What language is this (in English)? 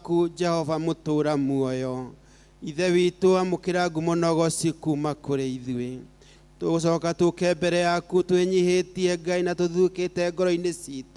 Kikuyu